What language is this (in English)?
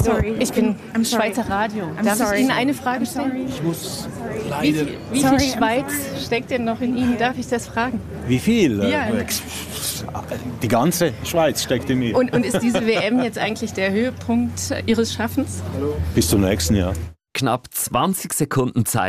German